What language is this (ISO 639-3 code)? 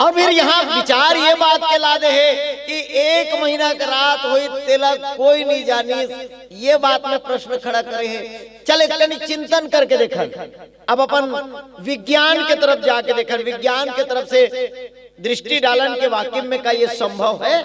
hne